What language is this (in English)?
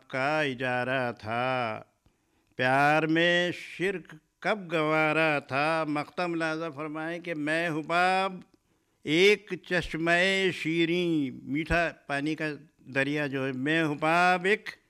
Urdu